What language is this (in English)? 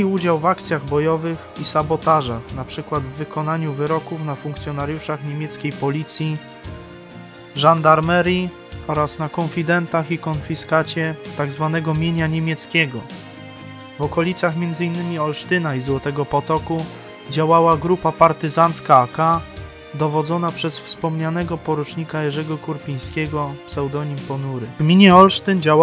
Polish